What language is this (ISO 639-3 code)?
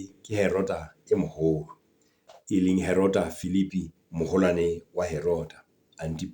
sot